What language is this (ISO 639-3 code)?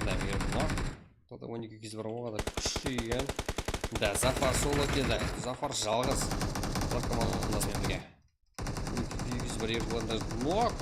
kaa